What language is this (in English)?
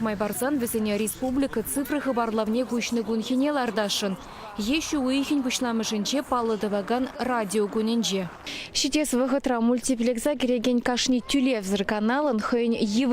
Chuvash